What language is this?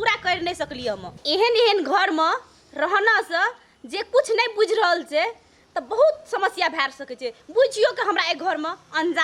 Maithili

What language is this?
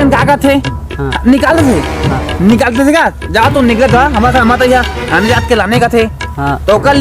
Chhattisgarhi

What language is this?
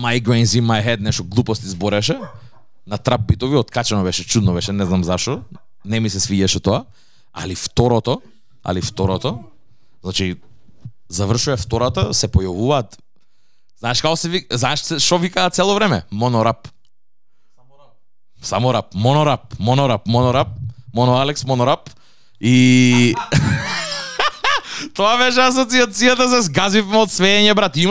Macedonian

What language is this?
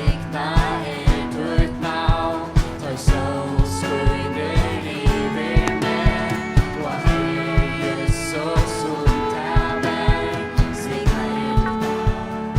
Faroese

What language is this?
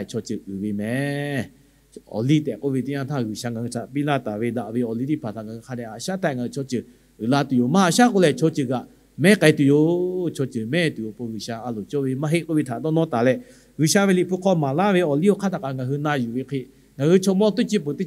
Lahu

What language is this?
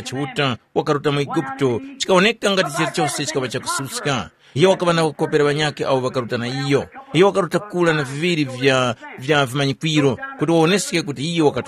Tumbuka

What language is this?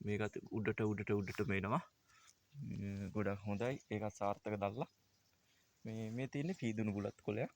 Sinhala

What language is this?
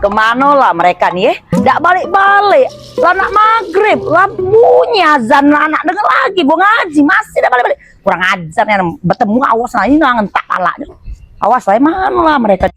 Musi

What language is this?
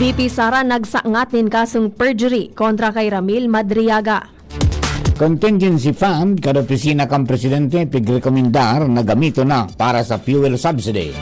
Bikol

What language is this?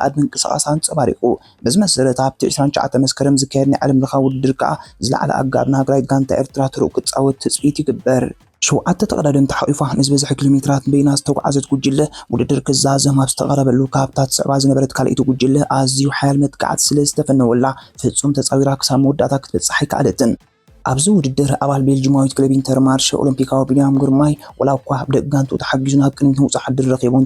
Tigrinya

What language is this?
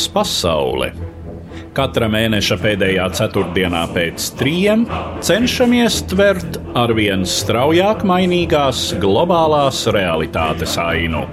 Latvian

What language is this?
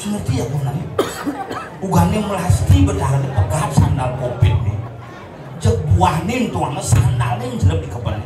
Balinese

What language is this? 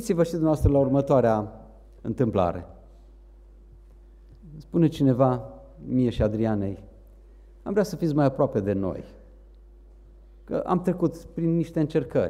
Romanian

